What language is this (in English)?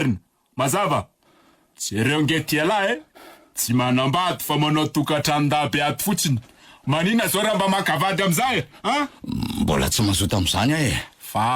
Malagasy